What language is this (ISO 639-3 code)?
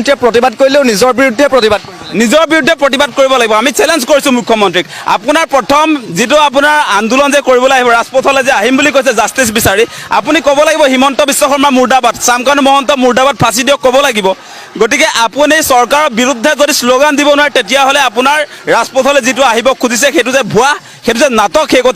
asm